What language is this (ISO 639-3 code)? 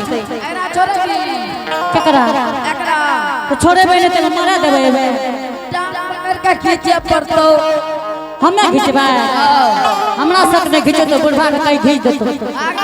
anp